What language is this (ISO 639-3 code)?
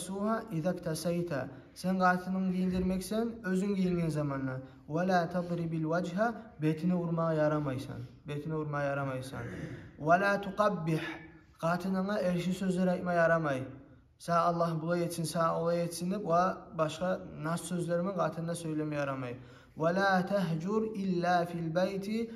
kum